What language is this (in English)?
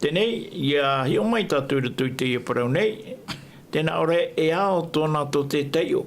Tahitian